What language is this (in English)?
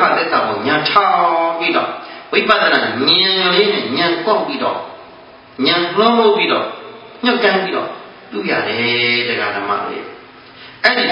Burmese